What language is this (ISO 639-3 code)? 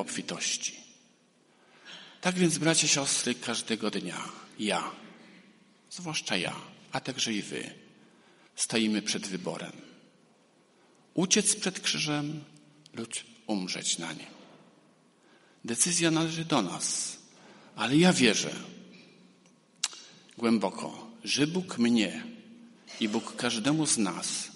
pol